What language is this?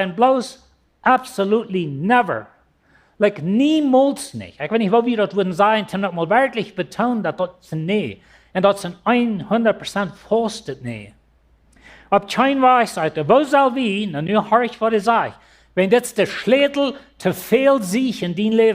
Plautdietsch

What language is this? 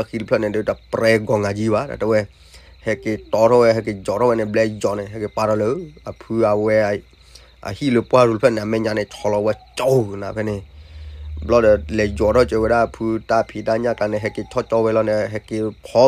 S'gaw Karen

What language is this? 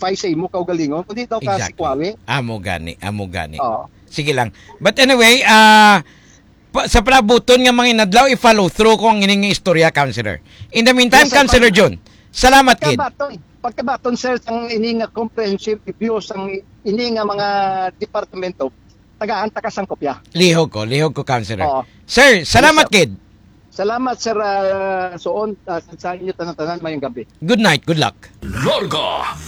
Hiligaynon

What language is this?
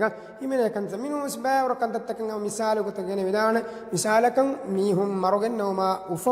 Divehi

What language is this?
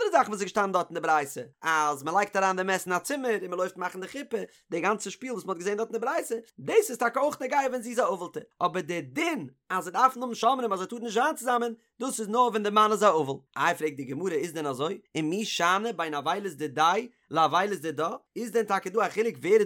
Yiddish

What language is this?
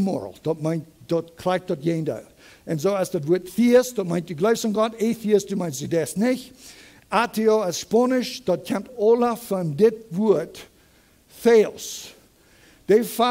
Plautdietsch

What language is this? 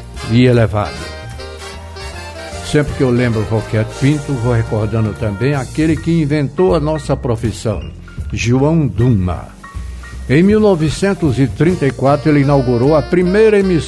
Portuguese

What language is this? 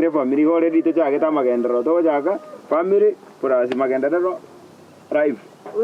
Gusii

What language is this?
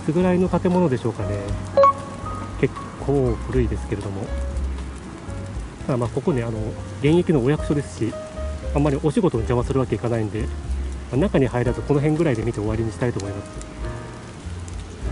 Japanese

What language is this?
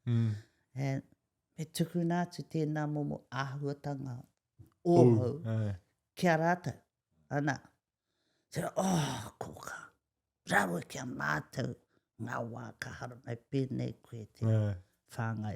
Māori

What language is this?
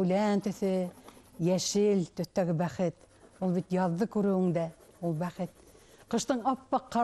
Bashkir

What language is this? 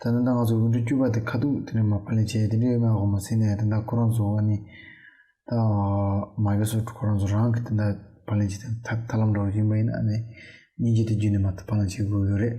Tibetan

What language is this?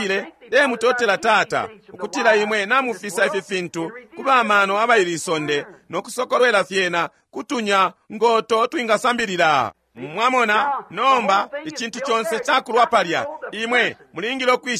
Bemba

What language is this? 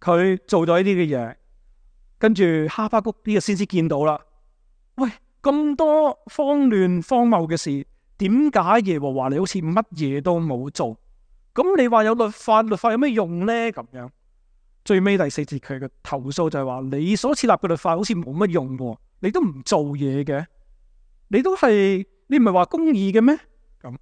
Cantonese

